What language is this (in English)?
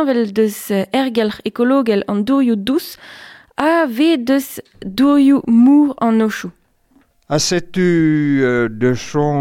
Breton